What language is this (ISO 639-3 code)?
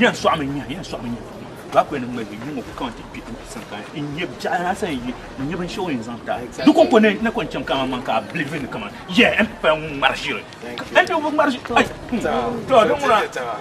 dag